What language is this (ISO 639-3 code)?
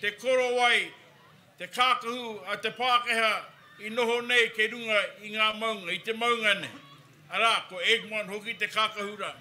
mri